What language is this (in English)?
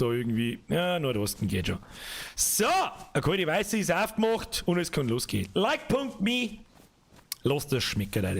Bavarian